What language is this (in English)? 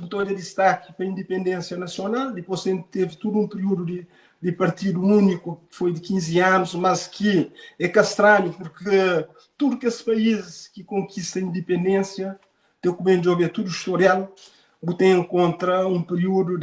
Kabuverdianu